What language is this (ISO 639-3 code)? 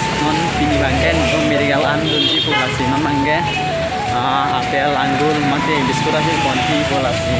mjw